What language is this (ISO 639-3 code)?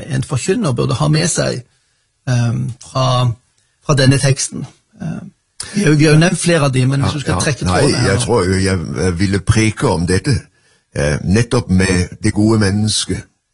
nor